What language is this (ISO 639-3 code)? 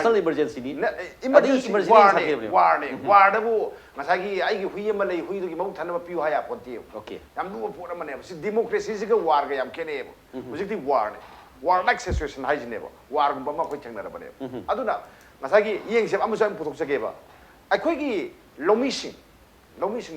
mni